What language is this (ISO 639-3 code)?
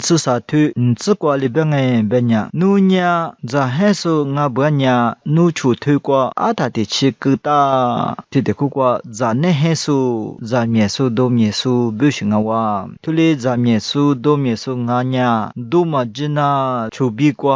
lis